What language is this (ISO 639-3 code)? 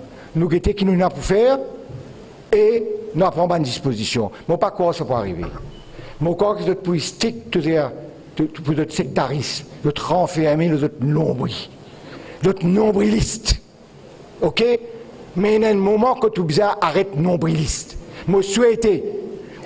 mfe